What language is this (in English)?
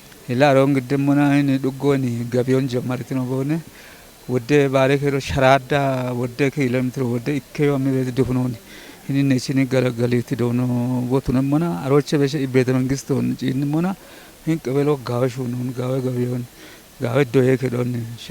Kafa